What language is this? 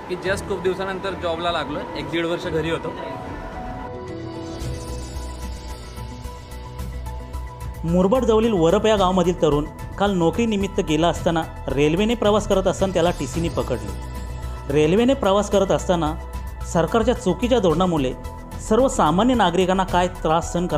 Marathi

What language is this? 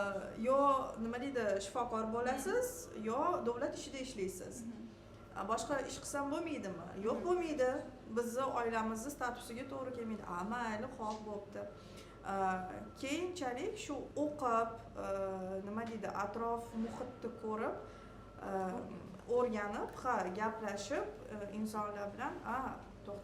Uzbek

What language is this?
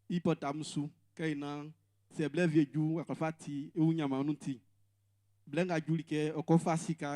Baoulé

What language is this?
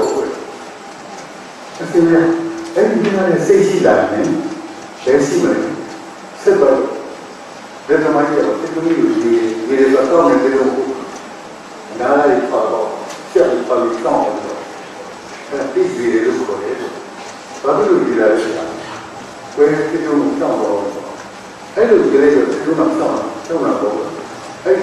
Burmese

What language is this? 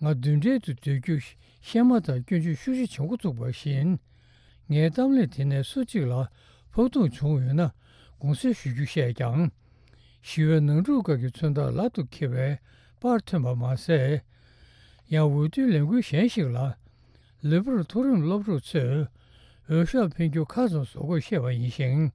Tibetan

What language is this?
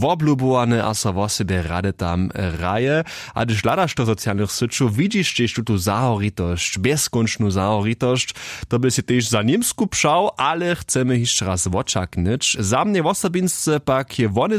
Upper Sorbian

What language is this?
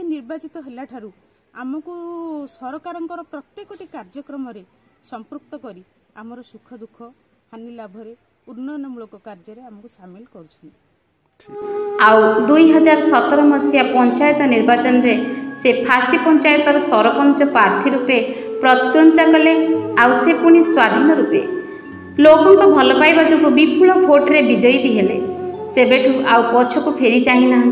Odia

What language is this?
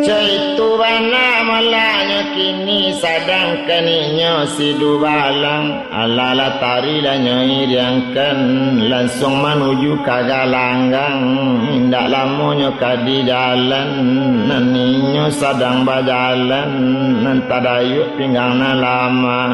Minangkabau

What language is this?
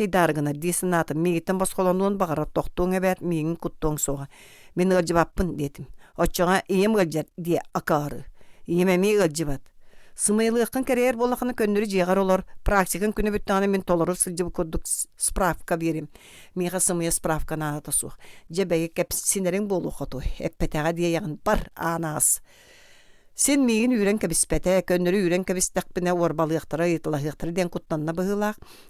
Yakut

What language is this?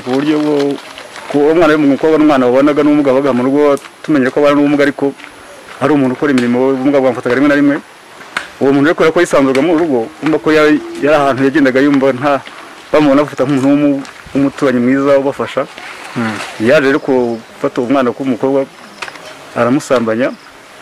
Kinyarwanda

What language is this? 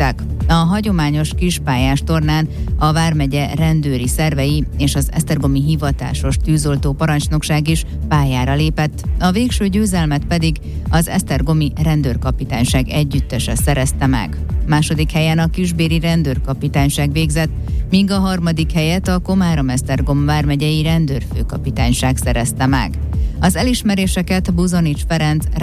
Hungarian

